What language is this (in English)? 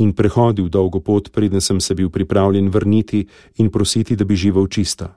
Slovenian